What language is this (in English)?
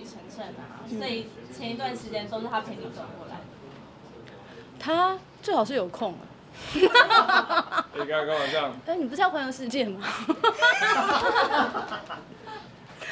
Chinese